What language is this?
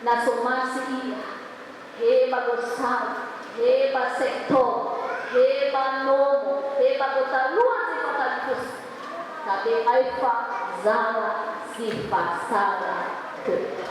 Nias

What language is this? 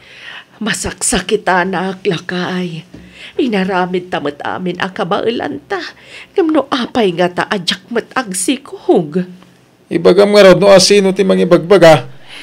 Iloko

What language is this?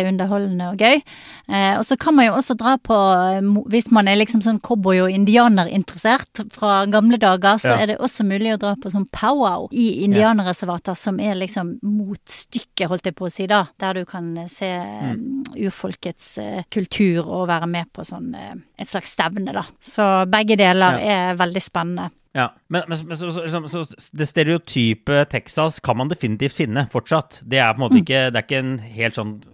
Norwegian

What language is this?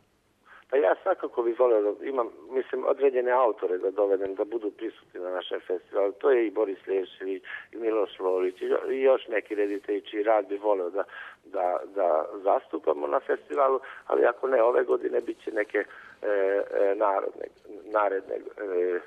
Serbian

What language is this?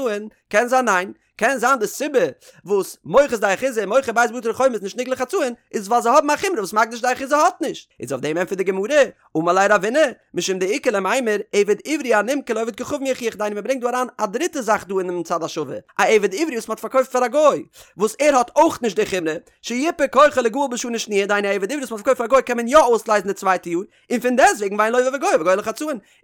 Yiddish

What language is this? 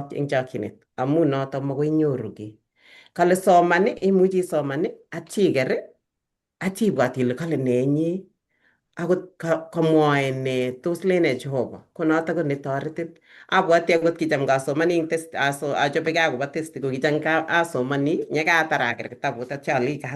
Kalenjin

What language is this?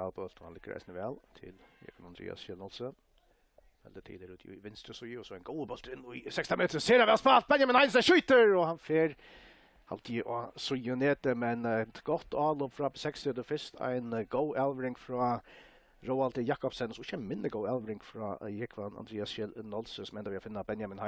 Faroese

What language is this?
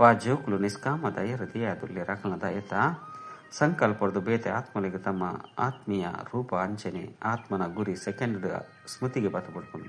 Tulu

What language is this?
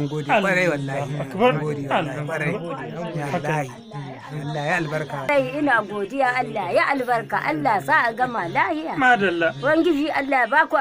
Hausa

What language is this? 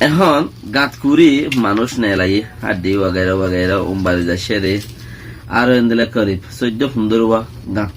Rohingya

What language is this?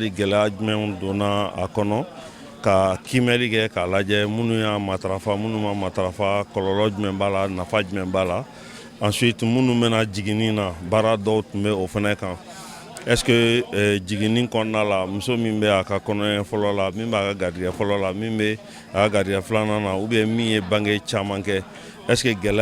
Bambara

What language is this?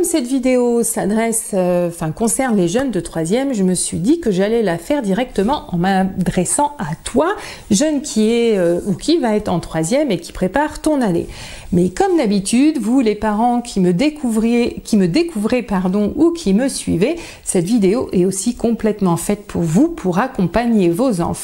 French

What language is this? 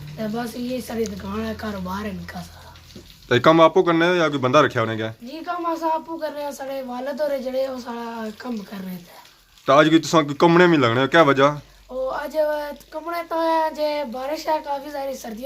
Pahari-Potwari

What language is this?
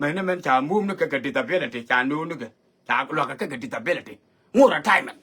Nuer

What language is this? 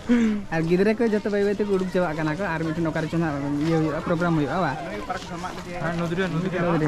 Santali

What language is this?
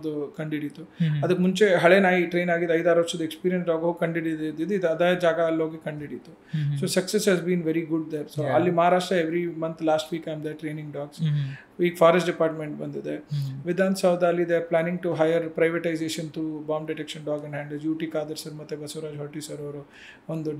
Kannada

